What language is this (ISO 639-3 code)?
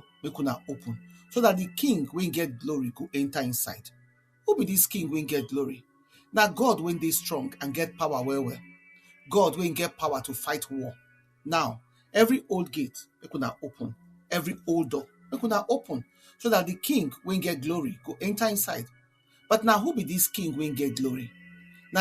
pcm